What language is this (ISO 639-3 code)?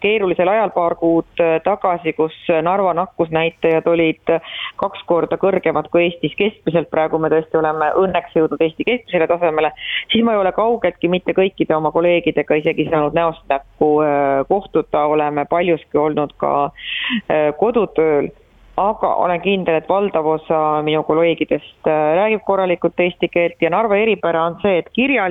est